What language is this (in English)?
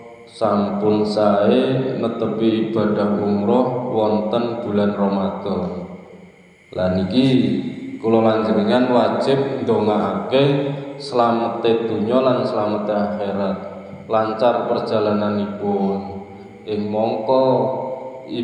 Javanese